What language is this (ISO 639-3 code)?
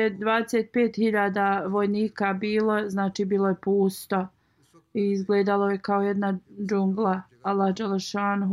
bos